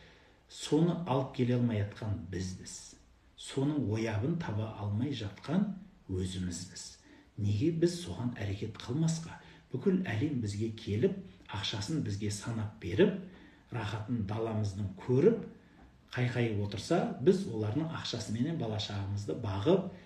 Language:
Kazakh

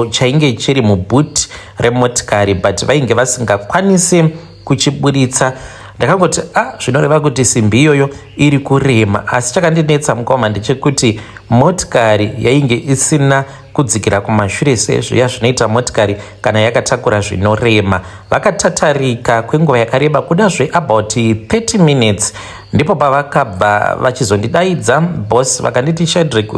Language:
Shona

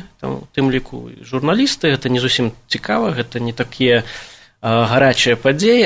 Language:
Belarusian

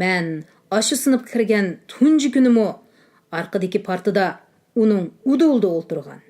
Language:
Uyghur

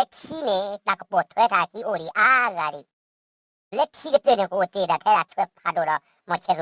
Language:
S'gaw Karen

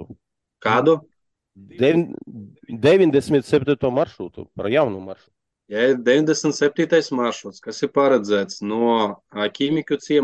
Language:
Latvian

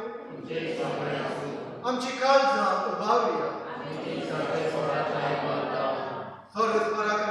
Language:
Konkani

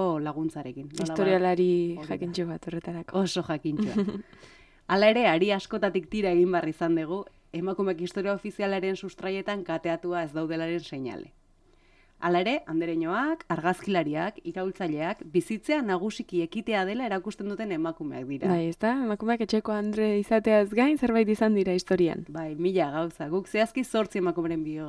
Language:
Basque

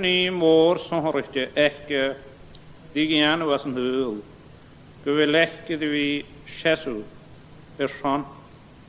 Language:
Scottish Gaelic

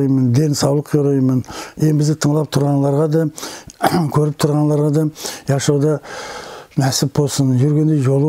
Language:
Nogai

